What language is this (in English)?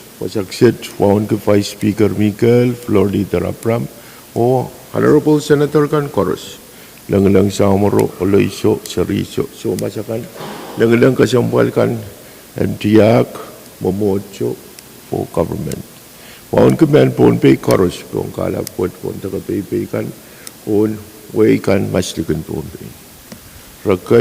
Pohnpeian